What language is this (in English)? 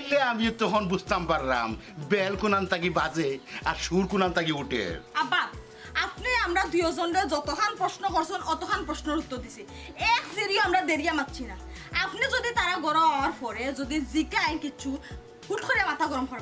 Sylheti